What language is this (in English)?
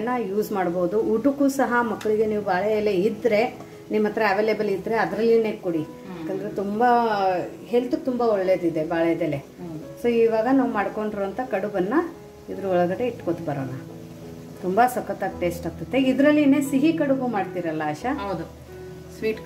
Kannada